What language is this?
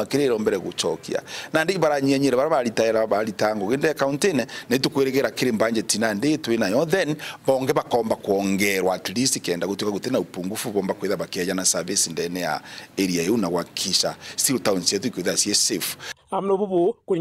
Meru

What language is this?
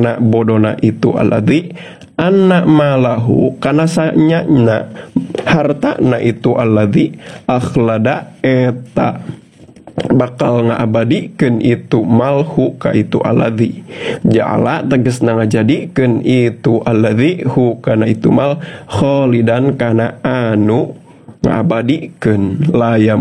Sundanese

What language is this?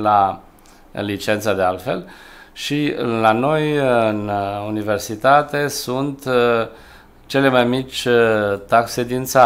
Romanian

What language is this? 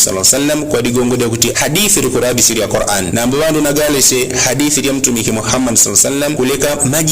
Yao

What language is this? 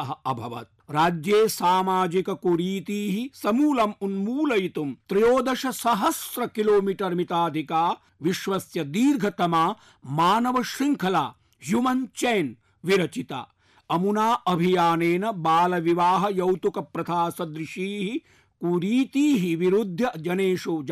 Sanskrit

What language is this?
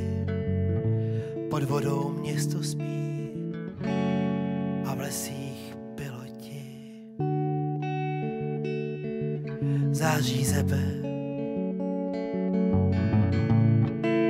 Czech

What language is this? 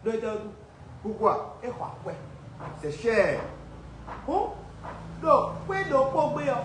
Fon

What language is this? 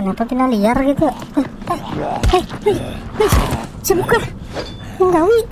Banjar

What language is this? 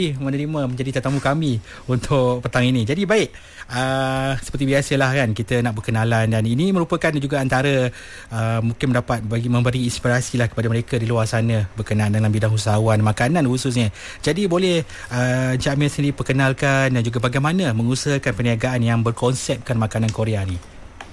Malay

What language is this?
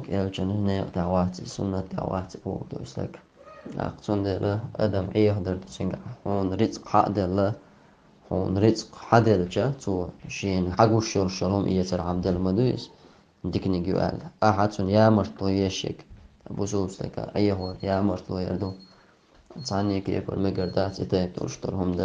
Chechen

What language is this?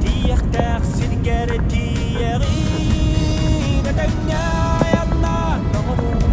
Yakut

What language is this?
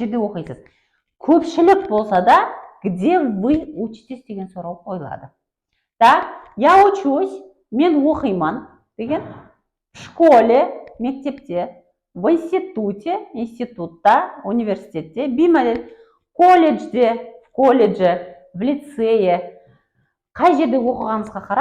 Kara-Kalpak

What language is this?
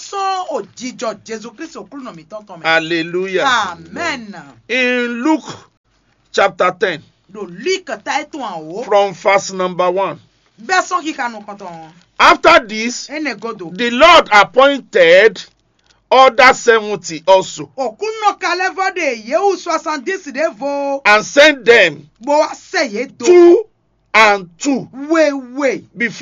Fon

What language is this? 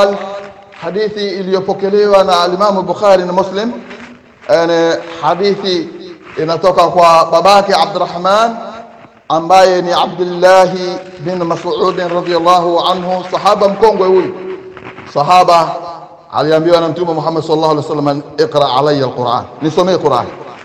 Swahili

